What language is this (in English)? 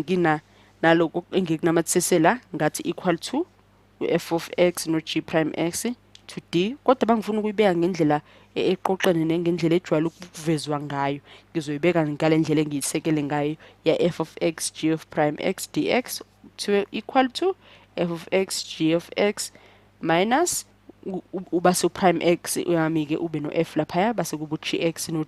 Zulu